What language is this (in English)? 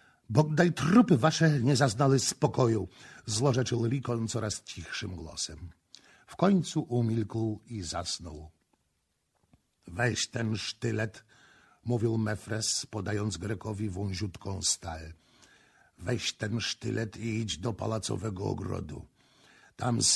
Polish